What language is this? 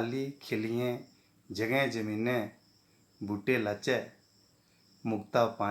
Dogri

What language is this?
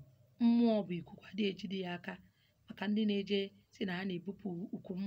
Igbo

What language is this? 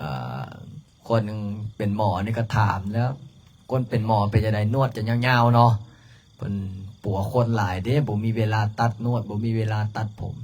Lao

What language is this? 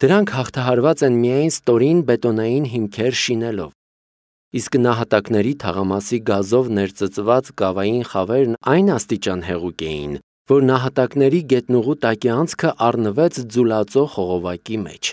Armenian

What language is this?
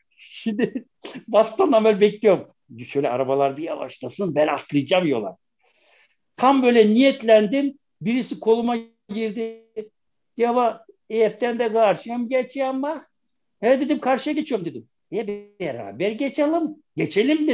Turkish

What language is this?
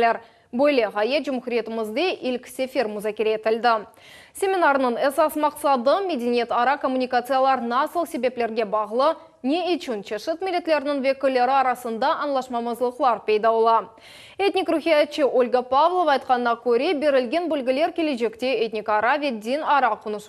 Crimean Tatar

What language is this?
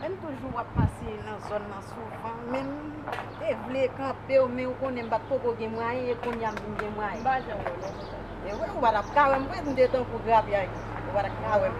Haitian Creole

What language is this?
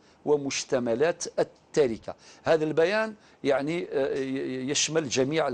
Algerian Arabic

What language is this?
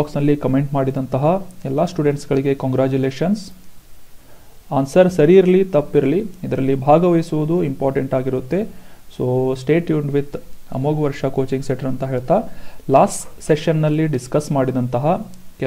Kannada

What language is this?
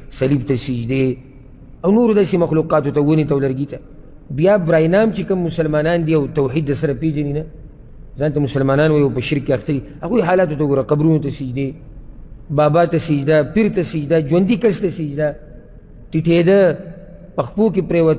Pashto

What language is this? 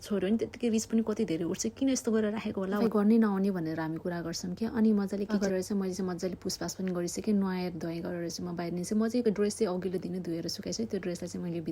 Nepali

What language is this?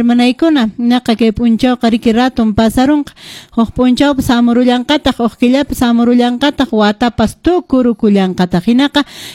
Quechua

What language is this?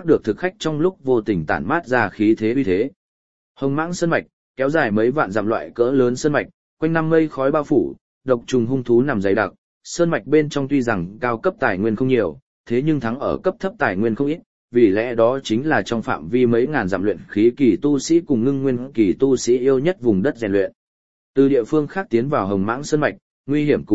Vietnamese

